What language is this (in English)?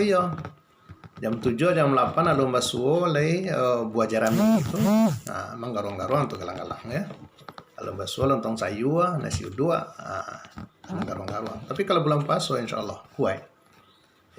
Minangkabau